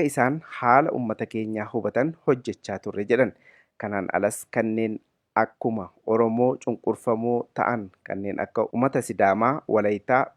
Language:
Oromo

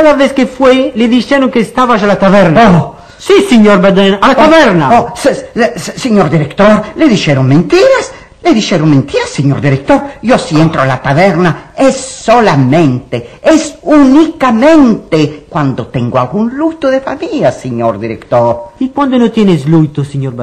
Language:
Ladino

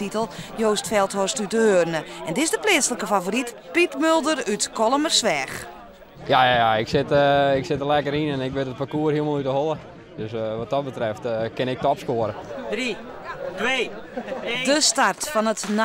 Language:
Western Frisian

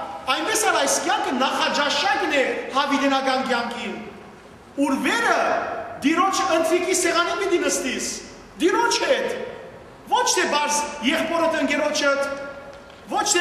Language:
Western Armenian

